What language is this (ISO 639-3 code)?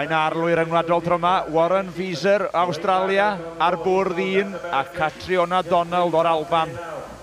cym